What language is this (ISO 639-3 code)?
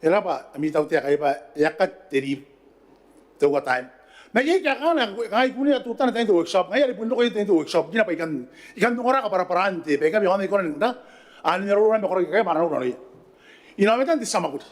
gil